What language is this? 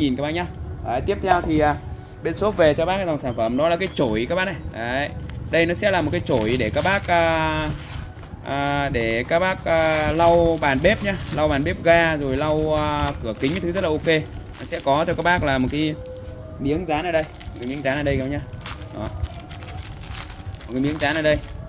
Vietnamese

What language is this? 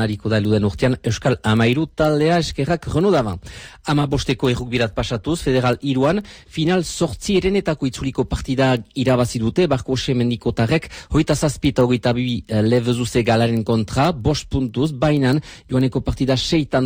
Basque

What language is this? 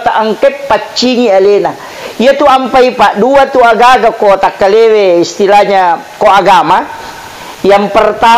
Buginese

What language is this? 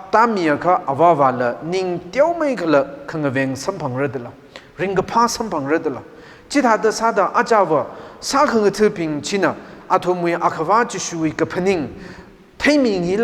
Tangkhul Naga (India)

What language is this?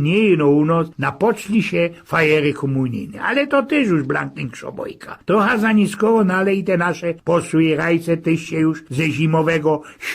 Silesian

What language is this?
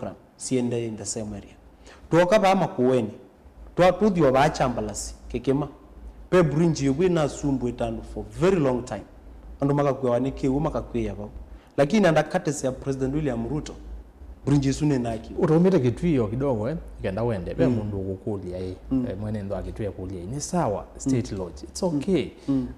Kamba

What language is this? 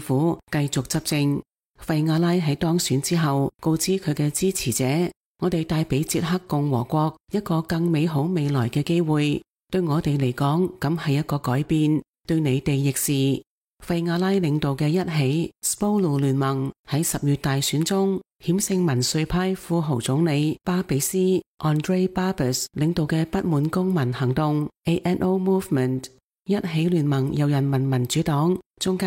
Cantonese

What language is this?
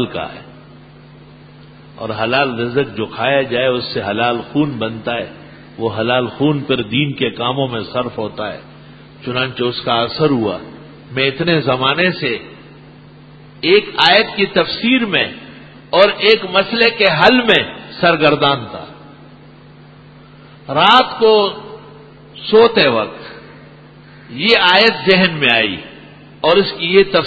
Urdu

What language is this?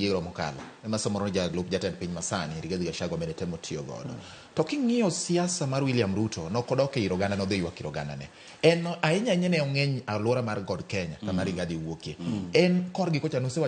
Luo (Kenya and Tanzania)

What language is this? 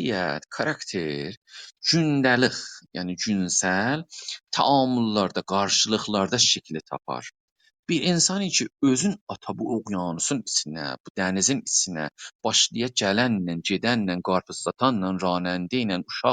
South Azerbaijani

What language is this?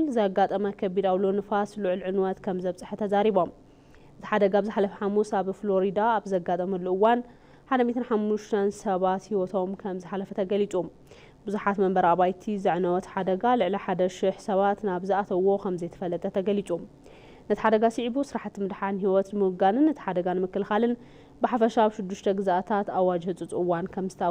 Tigrinya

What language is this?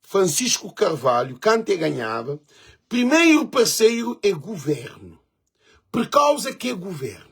Kabuverdianu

